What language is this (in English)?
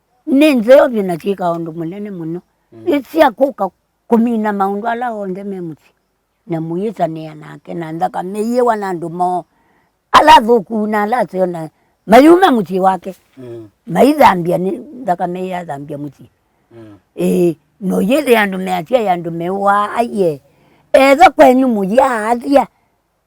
Kamba